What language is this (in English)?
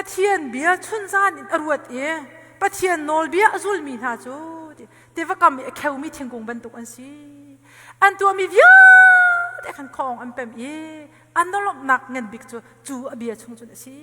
Hakha Chin